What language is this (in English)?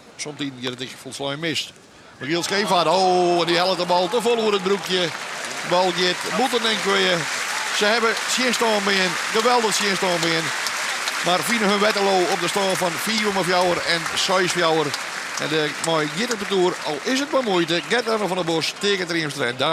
Western Frisian